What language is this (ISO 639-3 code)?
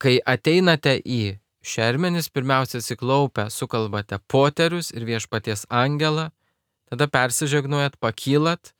lit